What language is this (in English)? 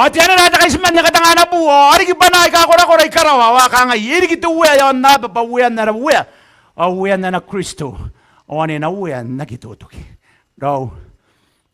Gilbertese